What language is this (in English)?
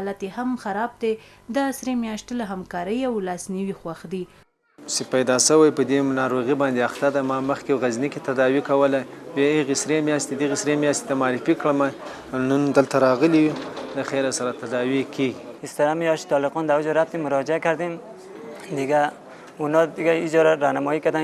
Pashto